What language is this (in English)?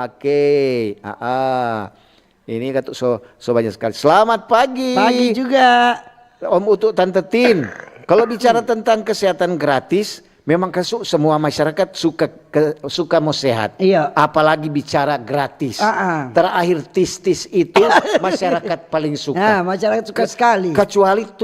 Manado Malay